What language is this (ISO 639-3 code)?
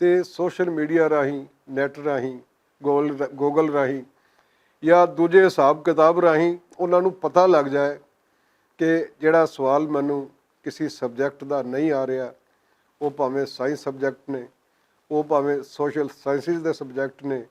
lah